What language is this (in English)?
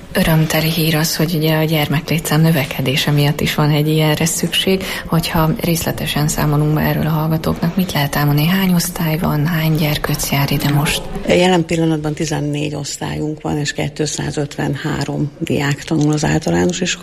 Hungarian